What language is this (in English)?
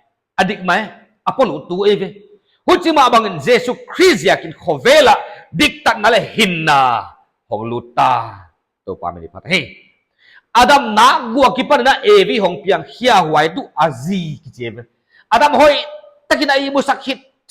Paite Chin